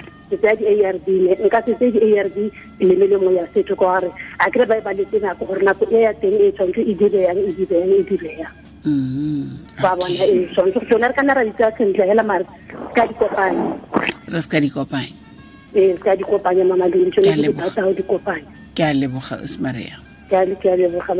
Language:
Tswana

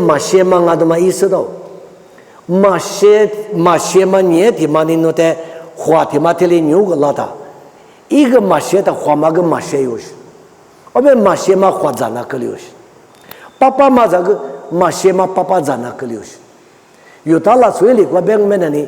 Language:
Lisu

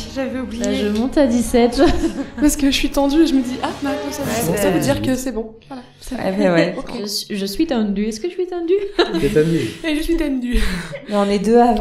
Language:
French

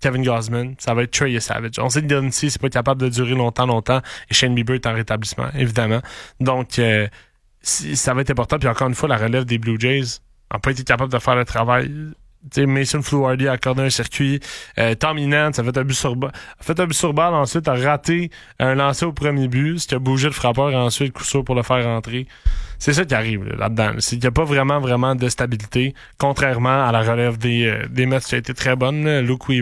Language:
French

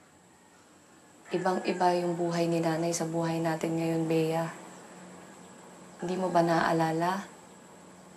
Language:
Filipino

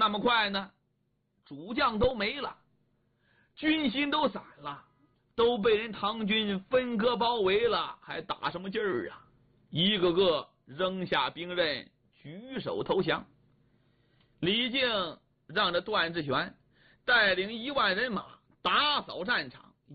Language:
Chinese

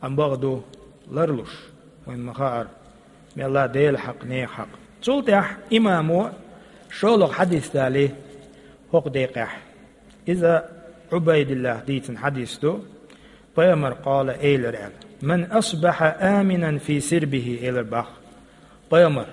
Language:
Chechen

